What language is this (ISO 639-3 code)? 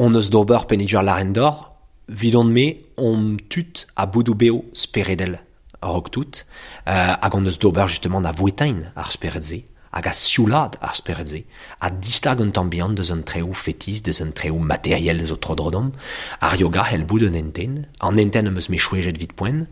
bre